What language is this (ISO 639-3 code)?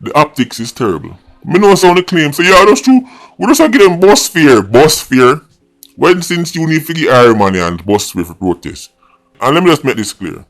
jam